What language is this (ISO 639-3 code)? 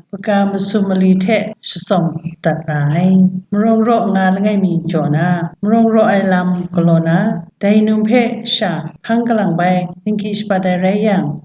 kac